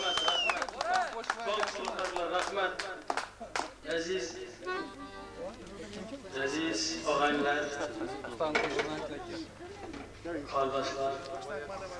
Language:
Turkish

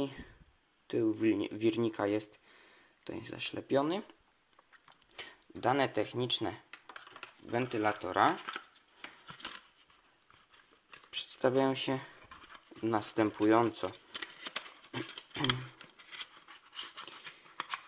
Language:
Polish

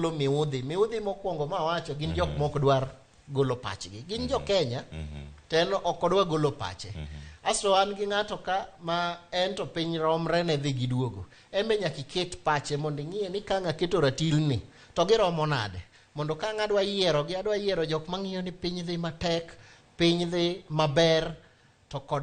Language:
Luo (Kenya and Tanzania)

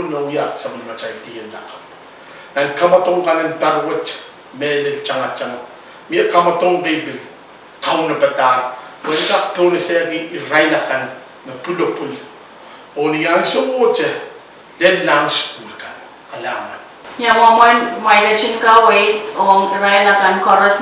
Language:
Pohnpeian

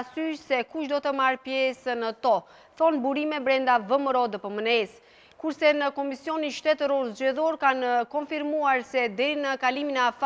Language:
Albanian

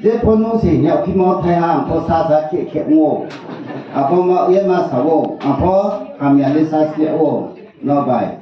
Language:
Riang (India)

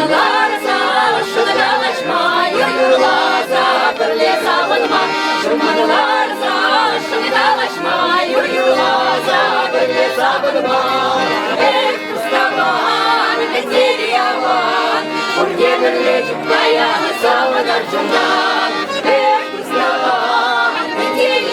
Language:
Chuvash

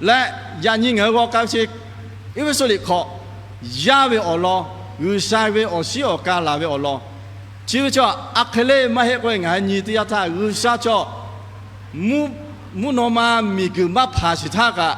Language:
Lahu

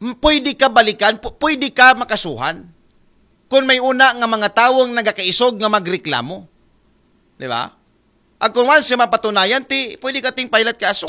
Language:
Aklanon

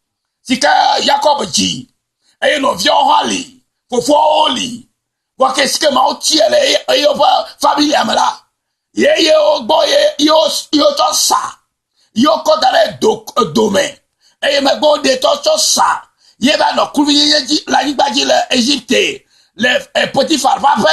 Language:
Ewe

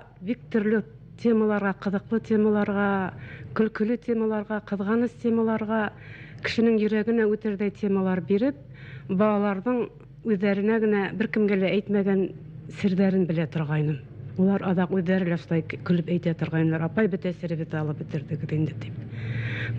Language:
Bashkir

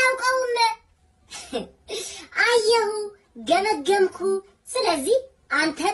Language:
Amharic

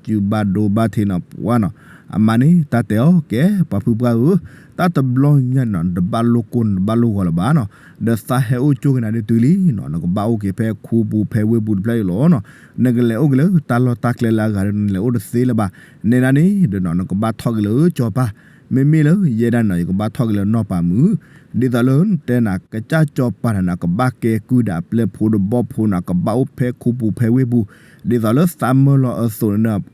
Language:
S'gaw Karen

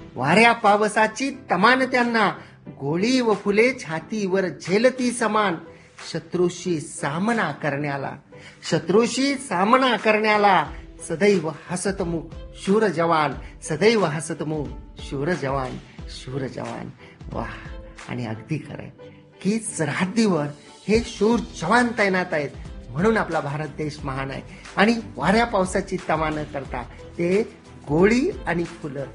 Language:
Marathi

